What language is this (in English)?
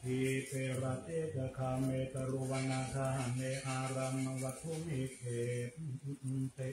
Pali